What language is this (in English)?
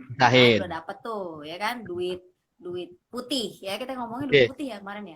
Betawi